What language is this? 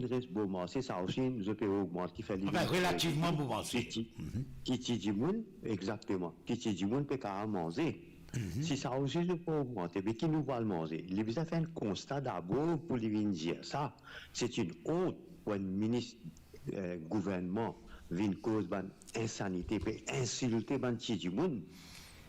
Morisyen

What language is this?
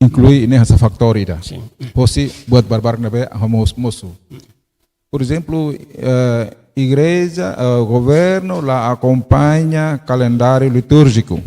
Tetum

